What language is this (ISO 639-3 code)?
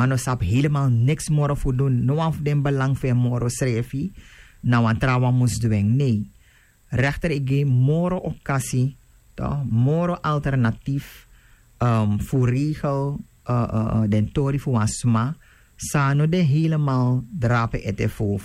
srn